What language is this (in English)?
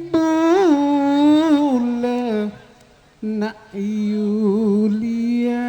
Madurese